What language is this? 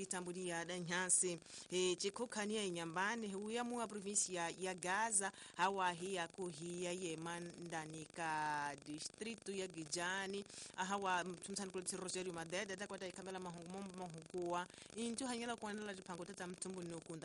Tsonga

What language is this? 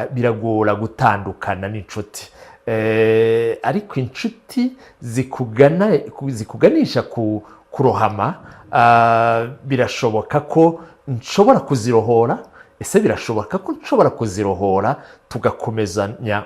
Kinyarwanda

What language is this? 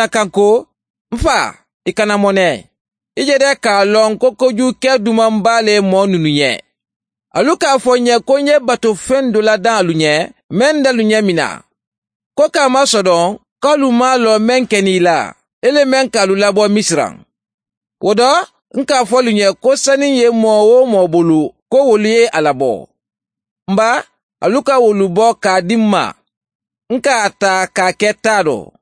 Mandingo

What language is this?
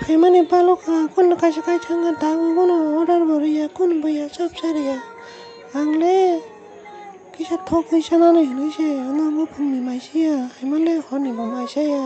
Kok Borok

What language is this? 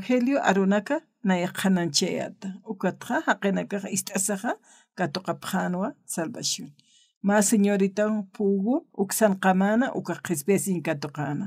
Aymara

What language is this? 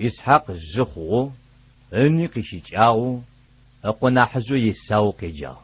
Adyghe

